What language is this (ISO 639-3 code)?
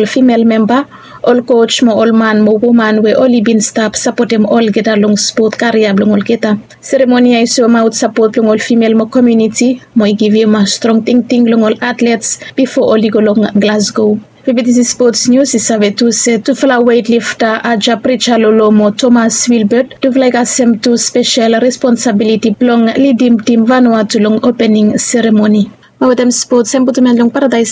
bis